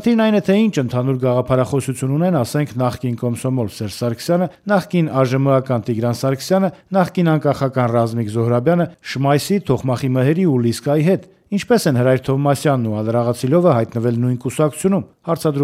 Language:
Armenian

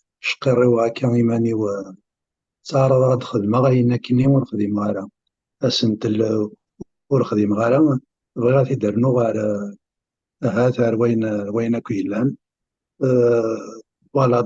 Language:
Kabyle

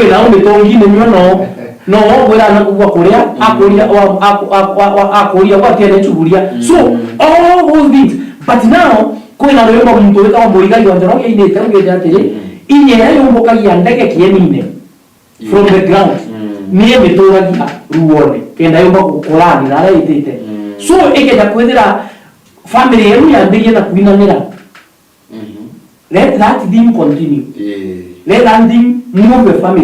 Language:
Meru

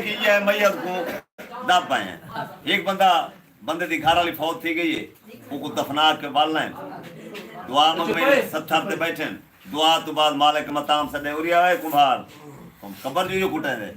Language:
Saraiki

